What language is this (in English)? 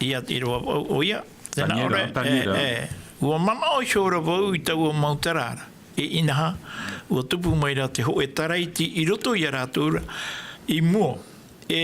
Tahitian